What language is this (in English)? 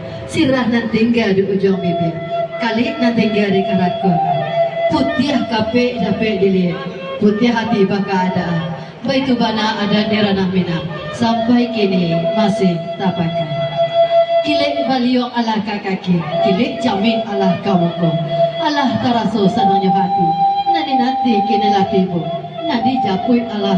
Minangkabau